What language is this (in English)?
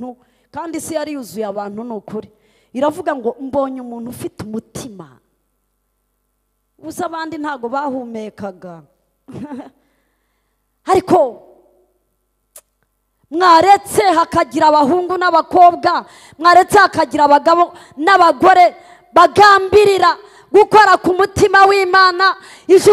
Kinyarwanda